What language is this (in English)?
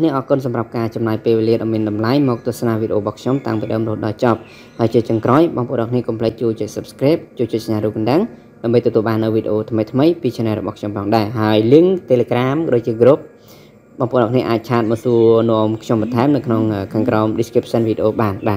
Khmer